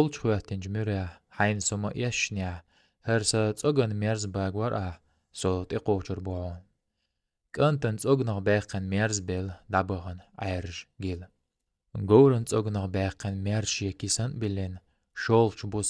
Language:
Chechen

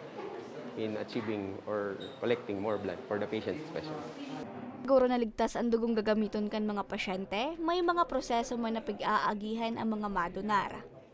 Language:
Bikol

